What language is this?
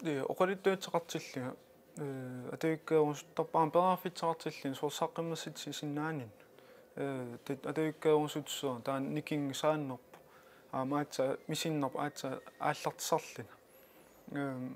Kalaallisut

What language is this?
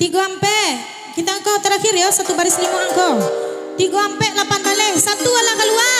Minangkabau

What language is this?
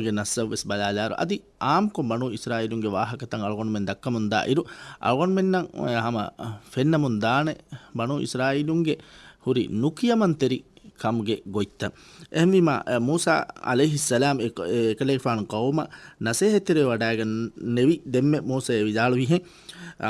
Divehi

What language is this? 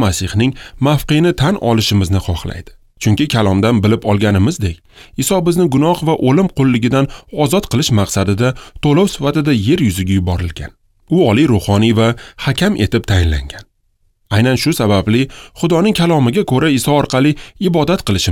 Uzbek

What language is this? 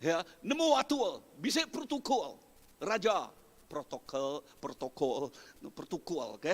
Iban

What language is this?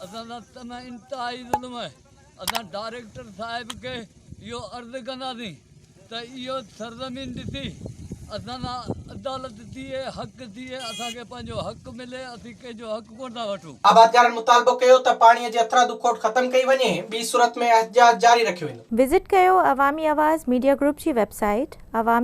Sindhi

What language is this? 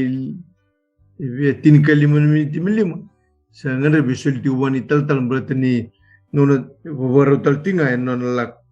Fijian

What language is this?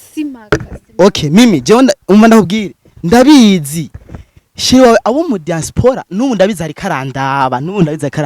Rundi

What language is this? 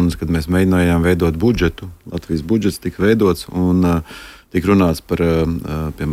Latvian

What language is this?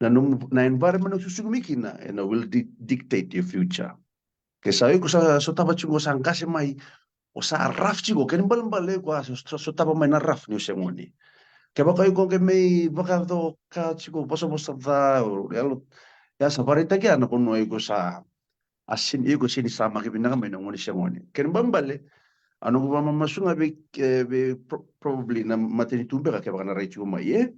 Fijian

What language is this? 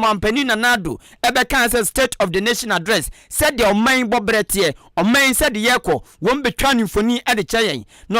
Akan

